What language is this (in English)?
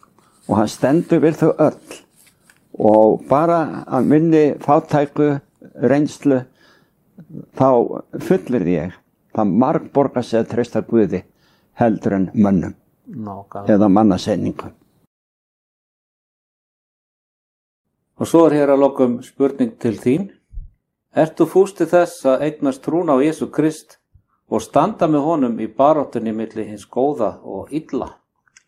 Icelandic